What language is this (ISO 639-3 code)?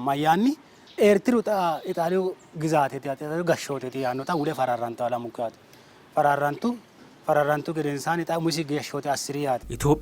sid